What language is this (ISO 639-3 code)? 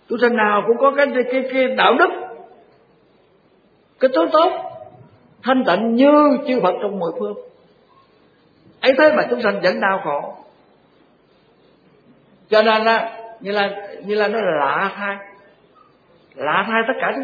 vie